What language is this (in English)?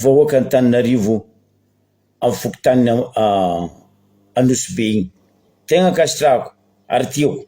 Malagasy